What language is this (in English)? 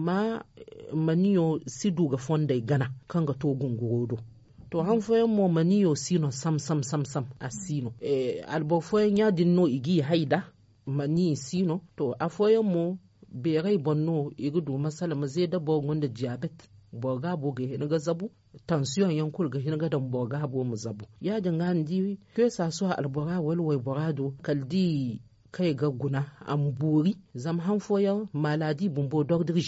Zarma